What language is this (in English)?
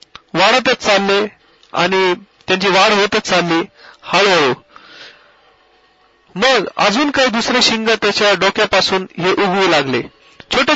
Marathi